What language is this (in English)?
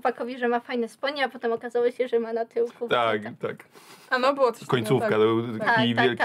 Polish